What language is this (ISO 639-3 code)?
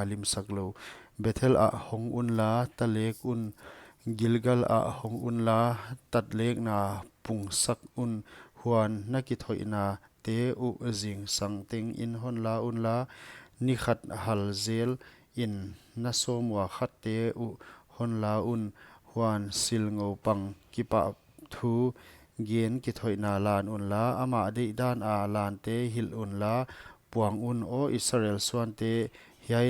pck